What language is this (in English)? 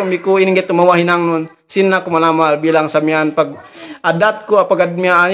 Yakan